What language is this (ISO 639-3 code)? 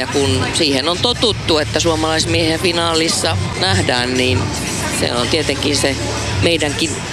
fin